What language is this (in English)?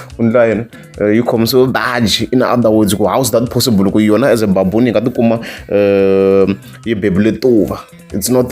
Tsonga